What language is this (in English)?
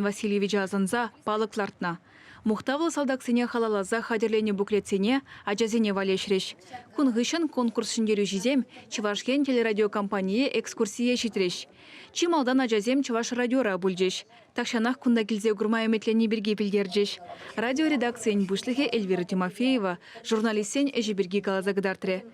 Chuvash